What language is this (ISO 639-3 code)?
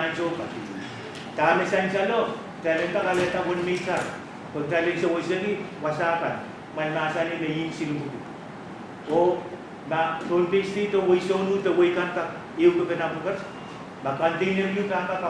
pon